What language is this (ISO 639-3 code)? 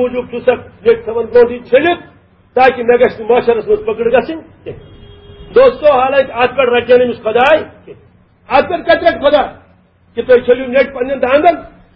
kas